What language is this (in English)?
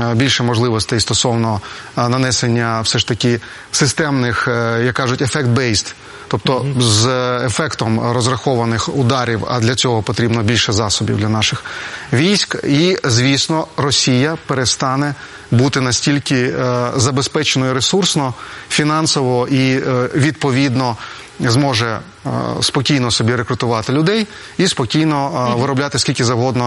Ukrainian